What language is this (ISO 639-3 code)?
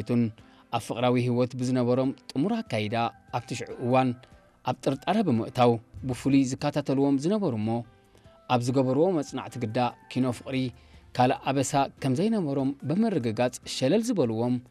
tir